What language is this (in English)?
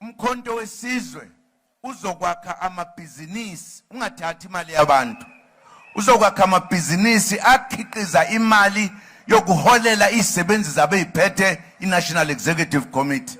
Zulu